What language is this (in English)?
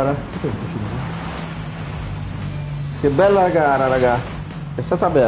Italian